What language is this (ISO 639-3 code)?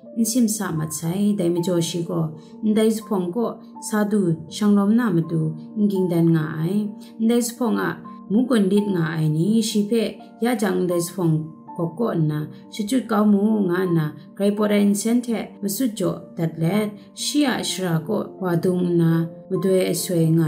kac